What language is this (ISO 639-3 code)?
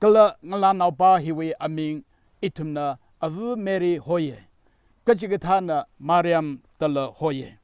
nmf